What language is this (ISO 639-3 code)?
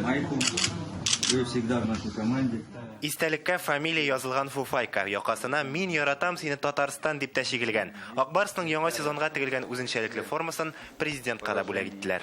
tat